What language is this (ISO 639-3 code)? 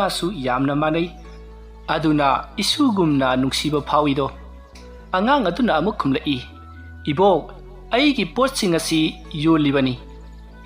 mni